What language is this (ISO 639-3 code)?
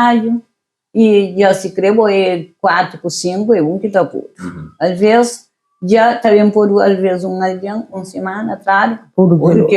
kea